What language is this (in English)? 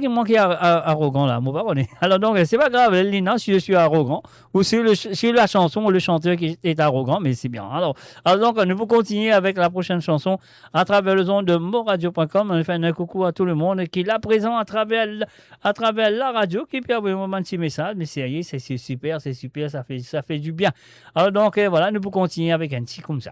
Morisyen